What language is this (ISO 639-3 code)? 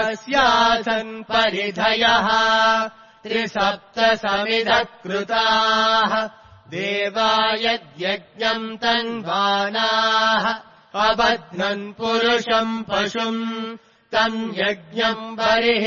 san